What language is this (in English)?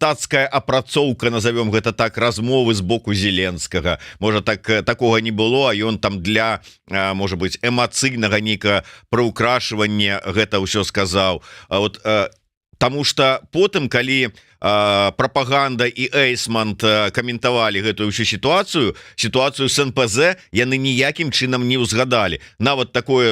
Belarusian